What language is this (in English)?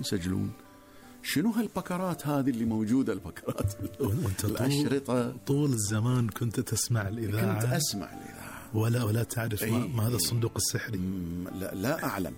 Gulf Arabic